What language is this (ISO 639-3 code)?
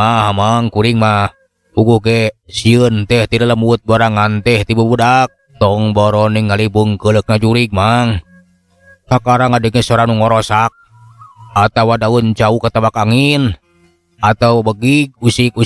sun